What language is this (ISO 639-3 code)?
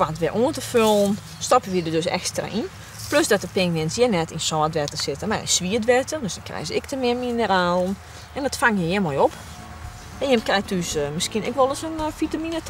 fry